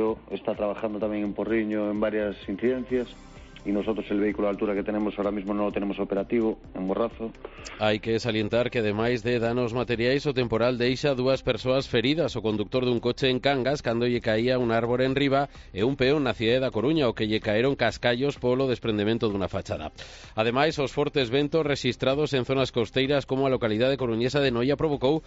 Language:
Galician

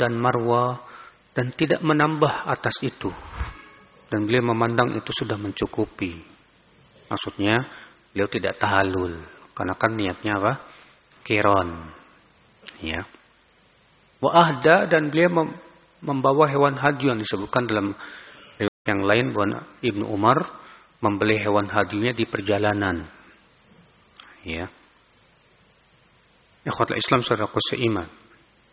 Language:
Indonesian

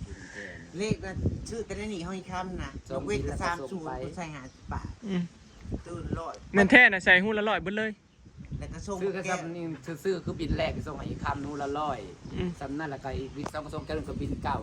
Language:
Northeastern Thai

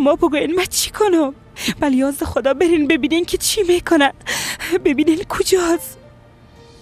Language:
Persian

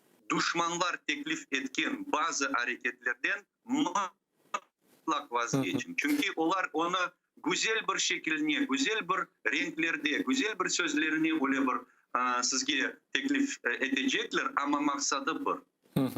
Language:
Crimean Tatar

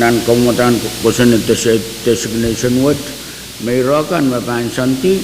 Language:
Pohnpeian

